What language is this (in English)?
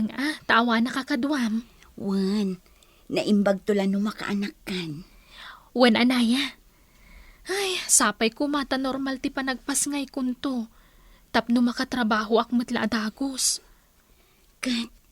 Iloko